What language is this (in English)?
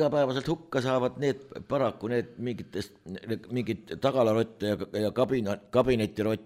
Estonian